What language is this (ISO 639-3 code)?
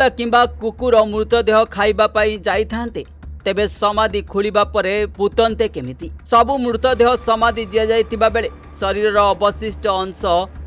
ori